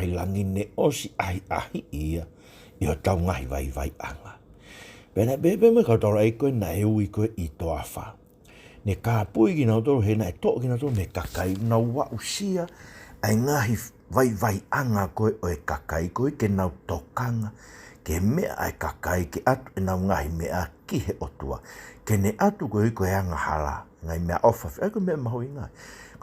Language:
Tongan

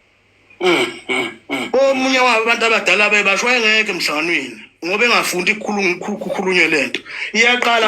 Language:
Zulu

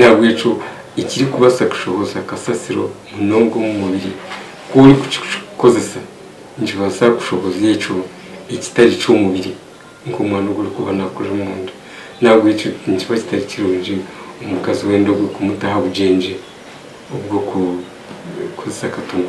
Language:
Nyankole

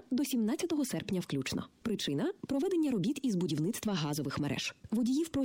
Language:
Ukrainian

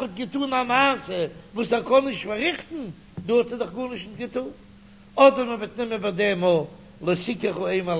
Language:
Yiddish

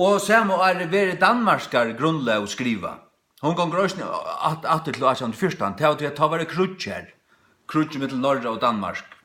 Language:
Faroese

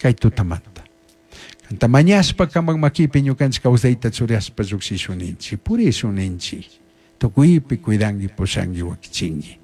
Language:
Chimborazo Highland Quichua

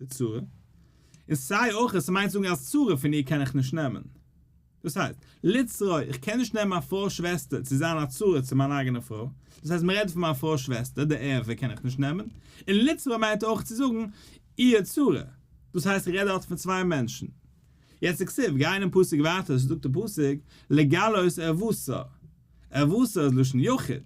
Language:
Yiddish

